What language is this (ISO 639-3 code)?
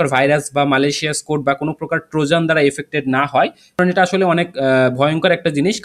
ben